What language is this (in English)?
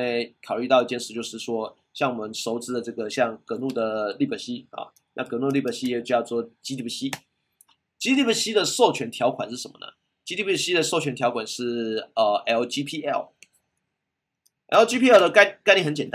Chinese